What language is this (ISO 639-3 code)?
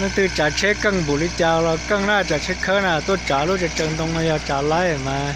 hmn